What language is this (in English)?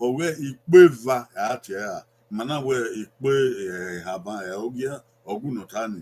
Bini